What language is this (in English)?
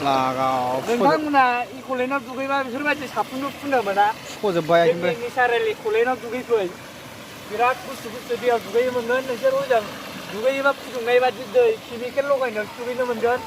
Bodo